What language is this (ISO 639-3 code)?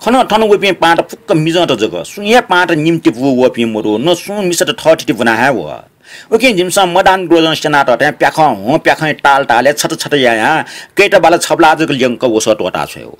new